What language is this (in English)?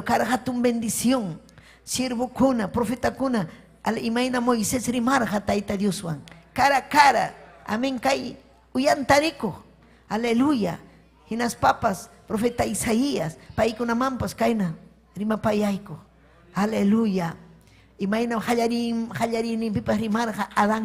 Ayacucho Quechua